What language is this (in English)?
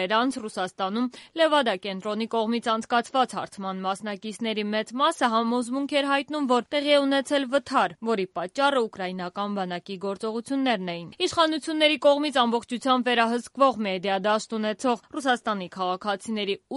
Armenian